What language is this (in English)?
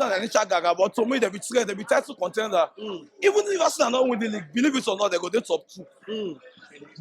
Nigerian Pidgin